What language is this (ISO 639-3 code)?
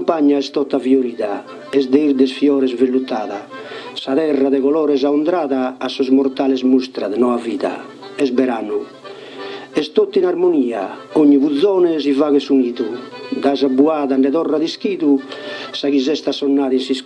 srd